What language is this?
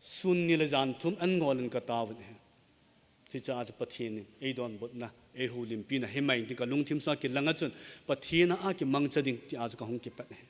Thado Chin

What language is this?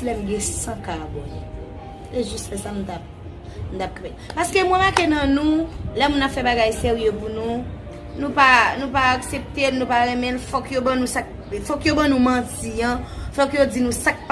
Haitian Creole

